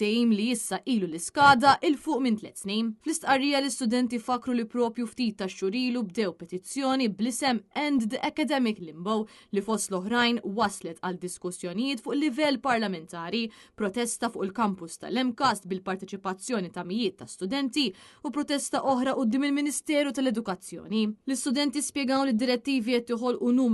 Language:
Maltese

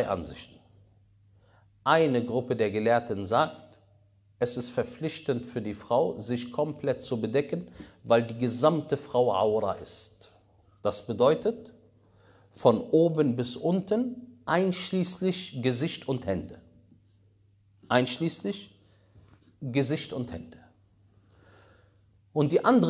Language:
German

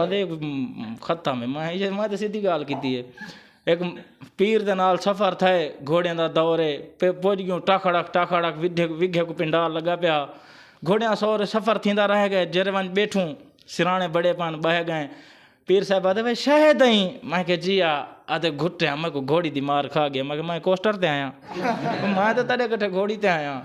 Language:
Saraiki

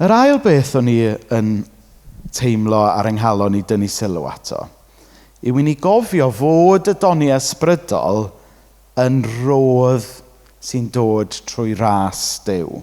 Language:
Welsh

